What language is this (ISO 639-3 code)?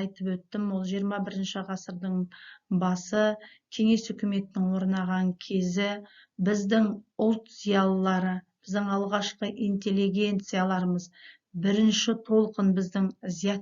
kaz